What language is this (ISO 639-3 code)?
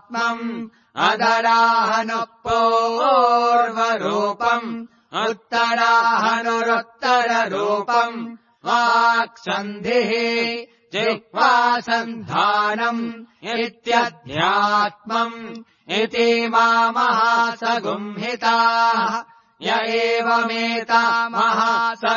san